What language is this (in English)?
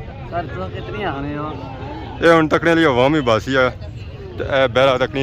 Pahari-Potwari